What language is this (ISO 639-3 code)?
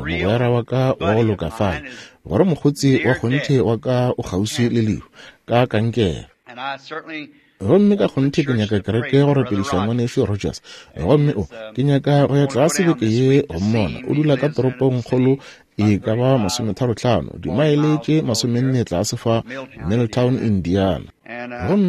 nso